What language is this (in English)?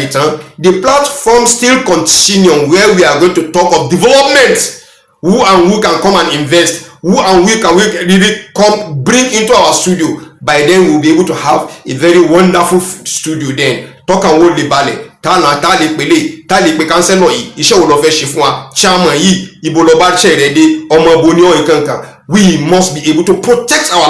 Yoruba